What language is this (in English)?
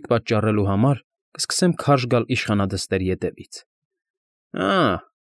Armenian